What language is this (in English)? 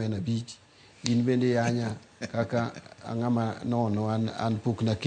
Luo (Kenya and Tanzania)